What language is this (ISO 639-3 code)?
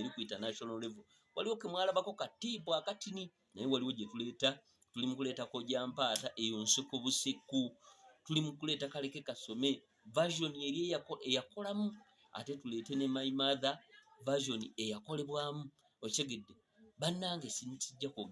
lug